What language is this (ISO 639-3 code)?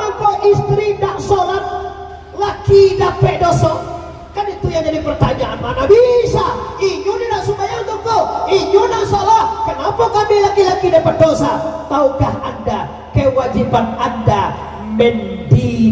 min